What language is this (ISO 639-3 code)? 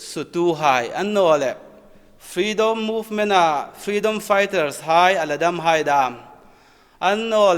hmr